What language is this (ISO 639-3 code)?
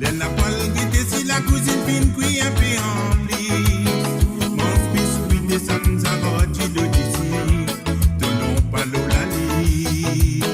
mfe